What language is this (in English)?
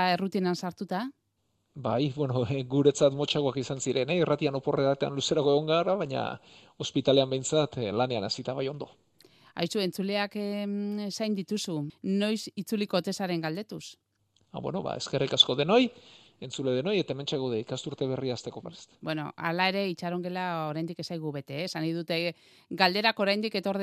Basque